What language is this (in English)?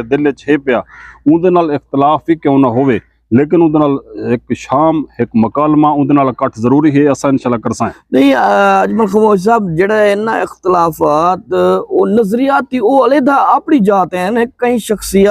Saraiki